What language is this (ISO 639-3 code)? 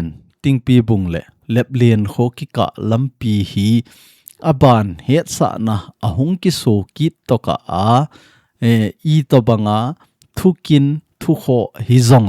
tcz